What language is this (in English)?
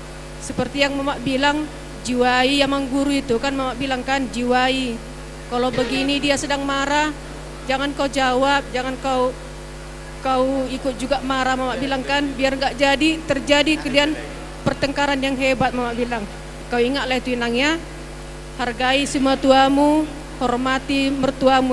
Batak Toba